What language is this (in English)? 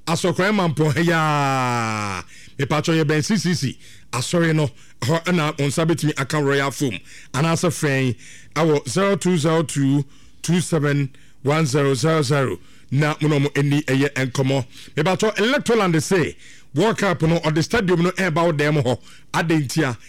Akan